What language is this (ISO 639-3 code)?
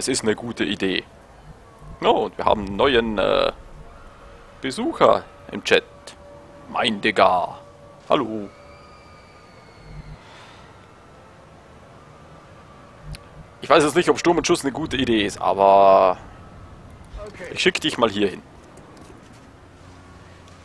deu